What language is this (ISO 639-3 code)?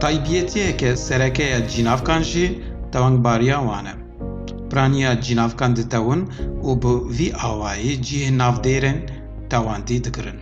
kur